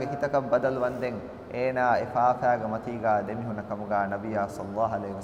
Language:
Divehi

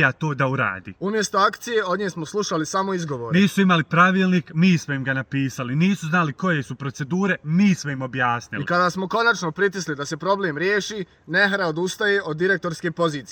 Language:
Bosnian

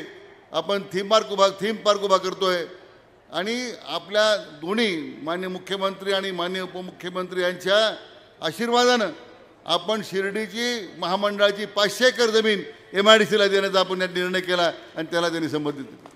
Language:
Marathi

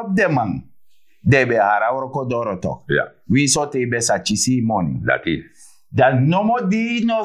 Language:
Sranan Tongo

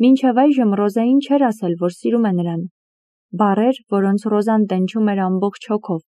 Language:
Armenian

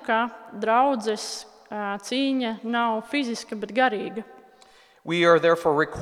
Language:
Latvian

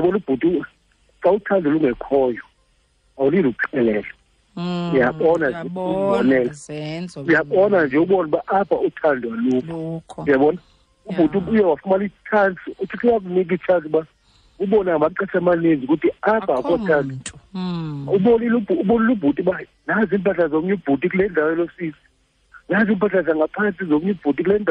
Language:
Xhosa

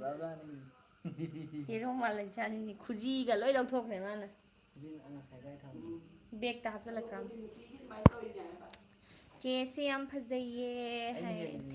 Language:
Manipuri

